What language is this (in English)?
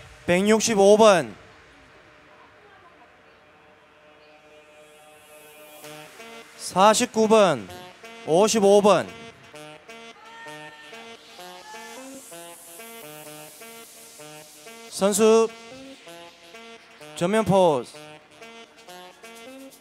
Korean